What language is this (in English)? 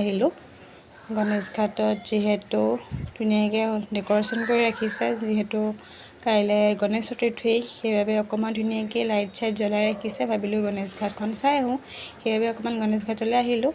Assamese